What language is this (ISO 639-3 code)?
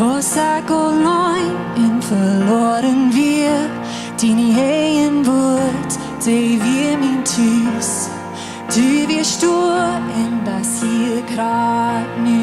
pdt